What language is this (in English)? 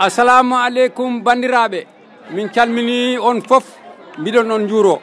Fula